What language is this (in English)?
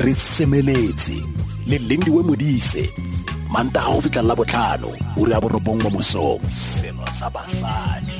Tswana